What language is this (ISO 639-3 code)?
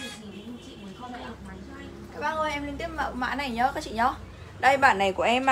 vie